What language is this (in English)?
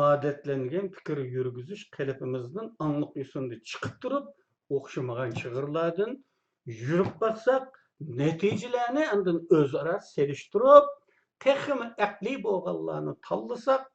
Uyghur